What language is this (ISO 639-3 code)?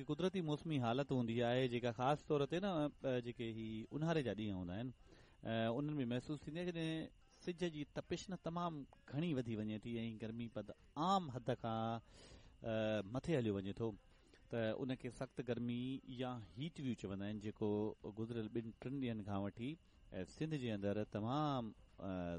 snd